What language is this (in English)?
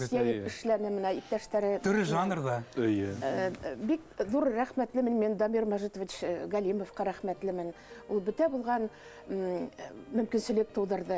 Bashkir